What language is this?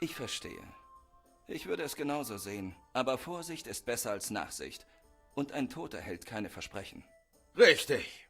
Bavarian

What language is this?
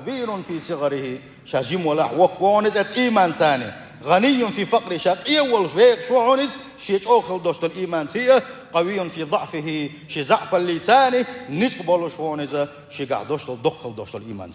Chechen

